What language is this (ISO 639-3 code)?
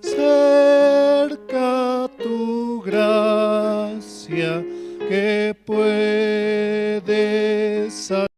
quh